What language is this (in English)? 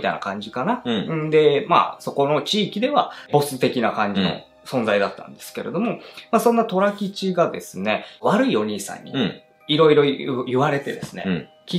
Japanese